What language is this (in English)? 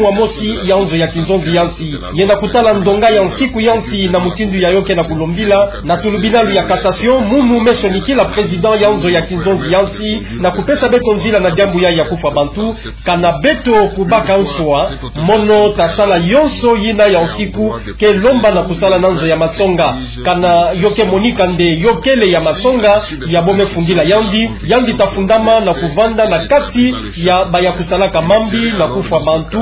Kituba (Democratic Republic of Congo)